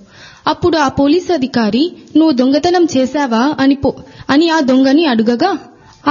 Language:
Telugu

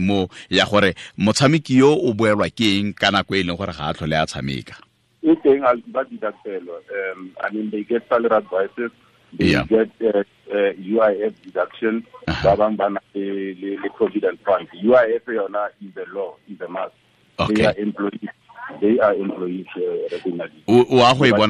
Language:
Tswana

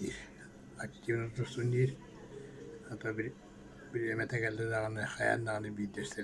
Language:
Yakut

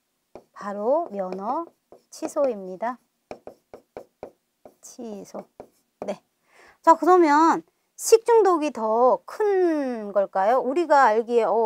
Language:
Korean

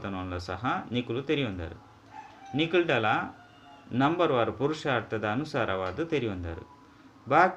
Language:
Tulu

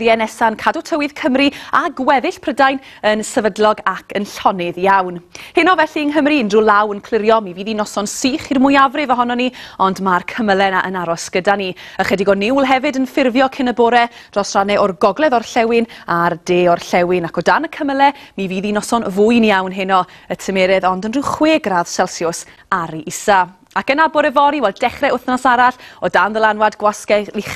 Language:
Welsh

